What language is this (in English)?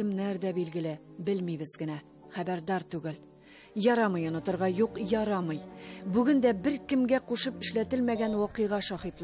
Tatar